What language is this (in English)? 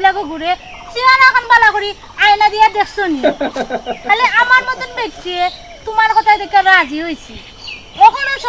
Sylheti